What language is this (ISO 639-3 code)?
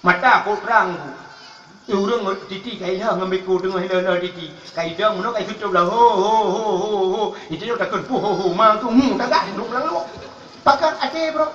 ace